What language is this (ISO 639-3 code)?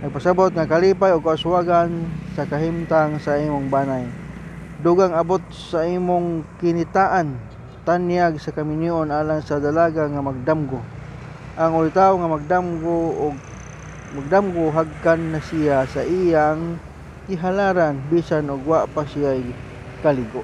ceb